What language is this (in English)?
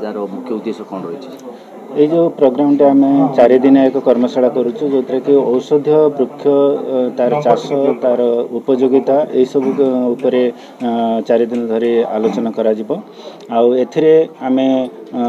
Odia